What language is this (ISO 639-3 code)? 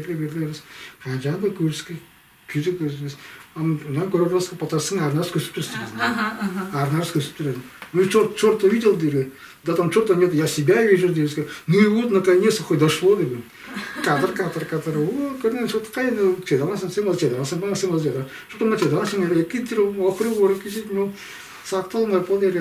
tyv